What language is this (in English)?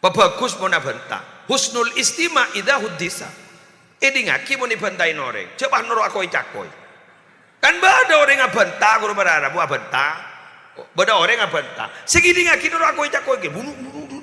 Madurese